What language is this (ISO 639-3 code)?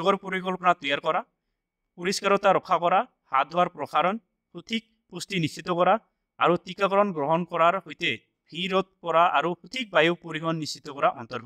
asm